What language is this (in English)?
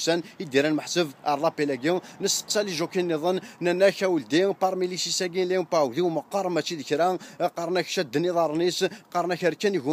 Kabyle